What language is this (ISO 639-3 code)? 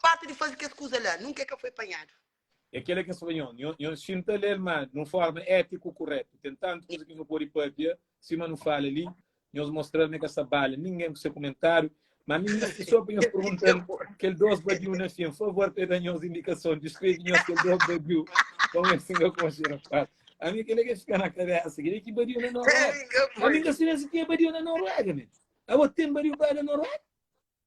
kea